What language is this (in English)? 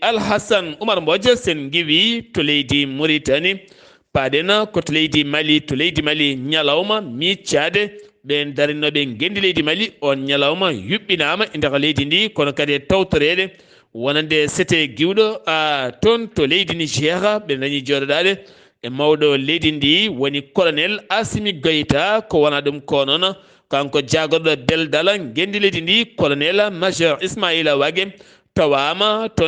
Fula